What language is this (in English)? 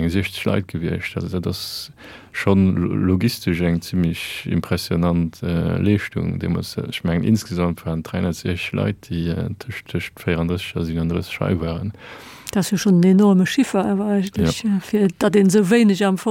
Luxembourgish